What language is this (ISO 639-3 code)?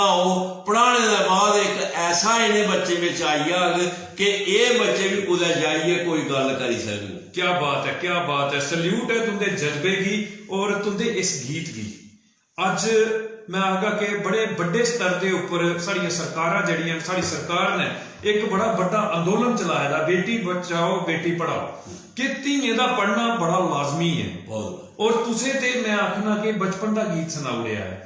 doi